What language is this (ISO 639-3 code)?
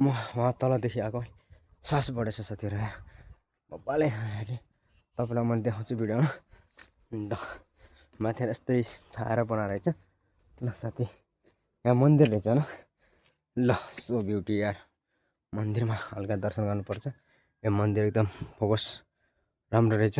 nep